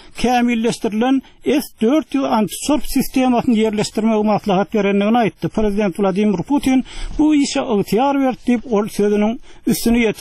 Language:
Turkmen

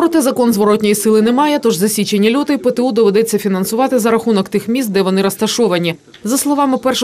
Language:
Ukrainian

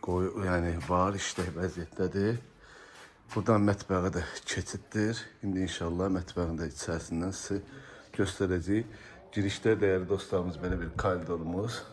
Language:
Azerbaijani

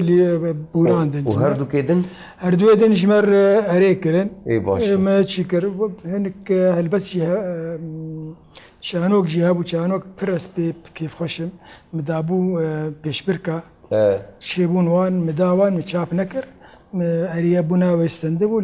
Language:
Kurdish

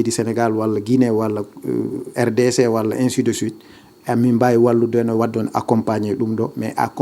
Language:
Fula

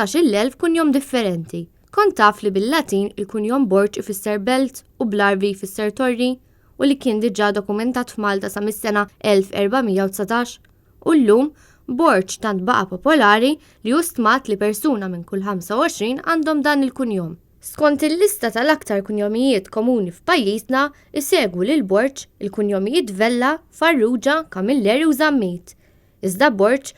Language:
Maltese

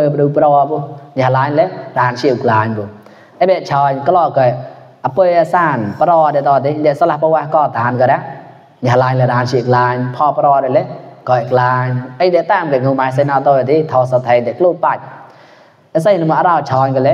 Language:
Mon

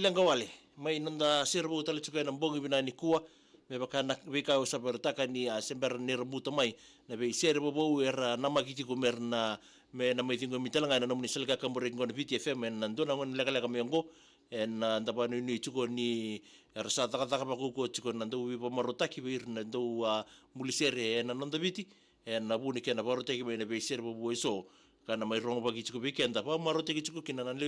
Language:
Fijian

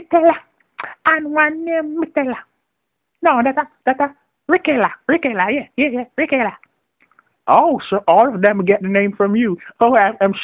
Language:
Jamaican Creole English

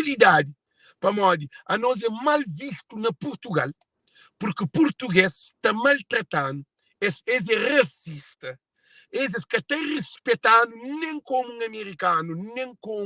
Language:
Kabuverdianu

